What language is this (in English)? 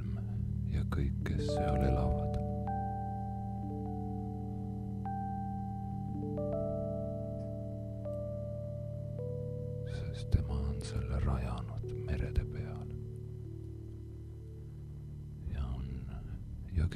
Estonian